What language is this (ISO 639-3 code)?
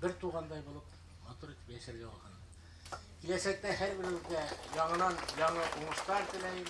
bak